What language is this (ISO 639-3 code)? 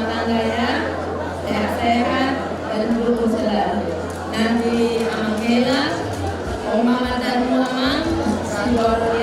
bbc